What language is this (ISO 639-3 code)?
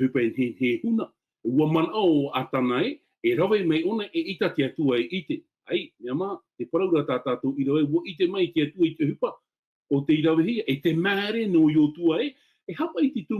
tah